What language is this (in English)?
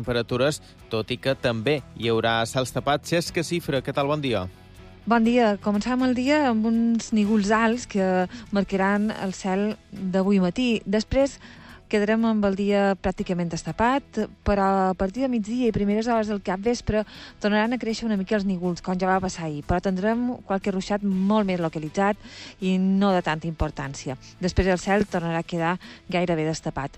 Catalan